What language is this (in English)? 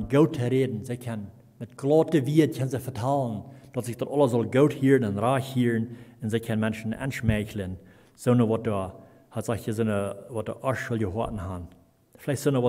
Plautdietsch